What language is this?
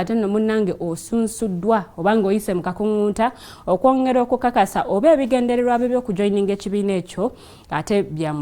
Ganda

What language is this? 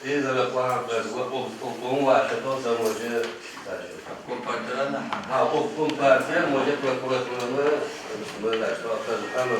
Adyghe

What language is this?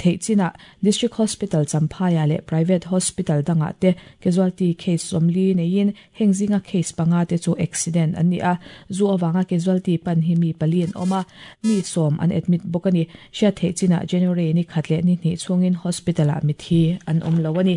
Mizo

